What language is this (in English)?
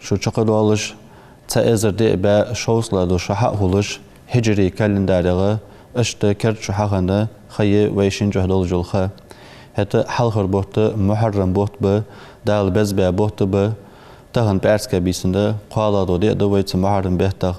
Ingush